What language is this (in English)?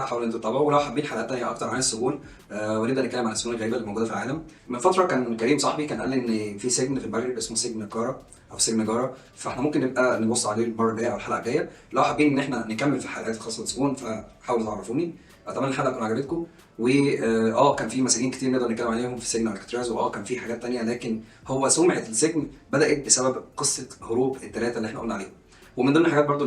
Egyptian Arabic